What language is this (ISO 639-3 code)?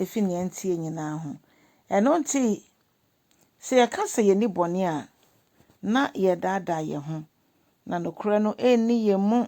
aka